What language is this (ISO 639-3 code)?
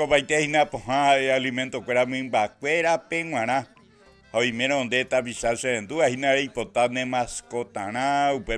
grn